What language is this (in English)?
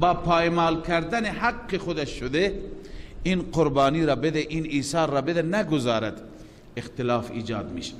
Persian